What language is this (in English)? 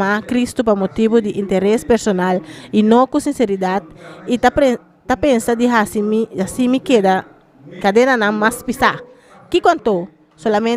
Papiamento